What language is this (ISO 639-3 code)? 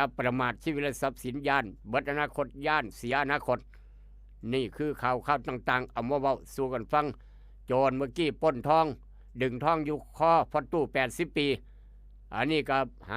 tts